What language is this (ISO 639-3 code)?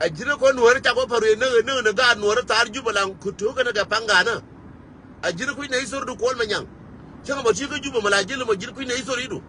nus